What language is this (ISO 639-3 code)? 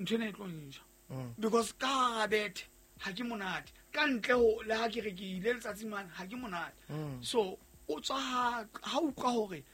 sot